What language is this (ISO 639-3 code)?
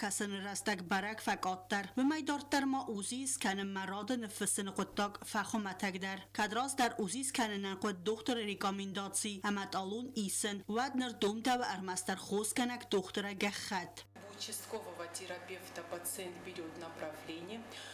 oss